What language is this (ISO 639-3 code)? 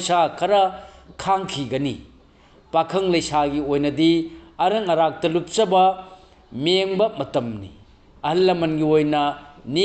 mni